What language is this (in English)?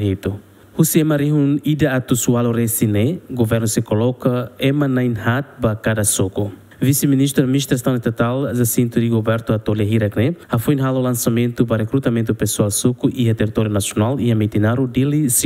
Tetum